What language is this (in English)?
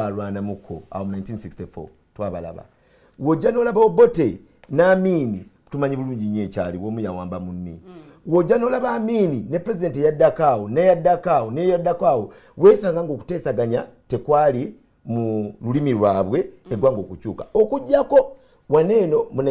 Ganda